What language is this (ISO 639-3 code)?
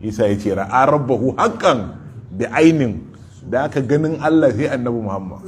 hau